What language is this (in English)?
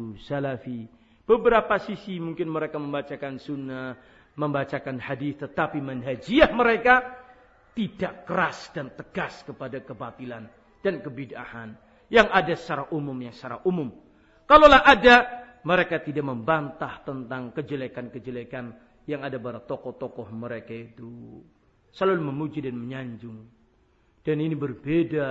Indonesian